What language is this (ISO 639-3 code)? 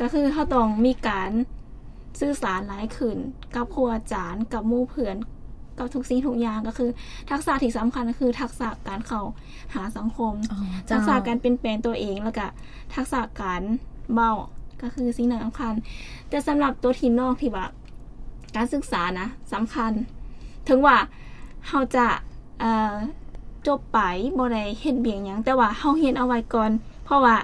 lao